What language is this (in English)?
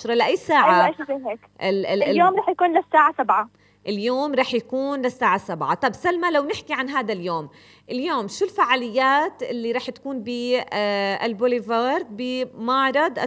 North Levantine Arabic